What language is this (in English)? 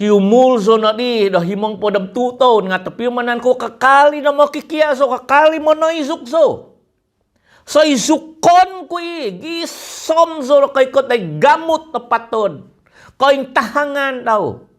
Central Dusun